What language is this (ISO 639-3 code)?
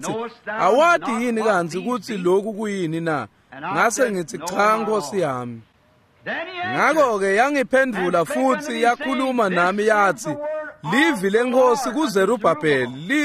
ssw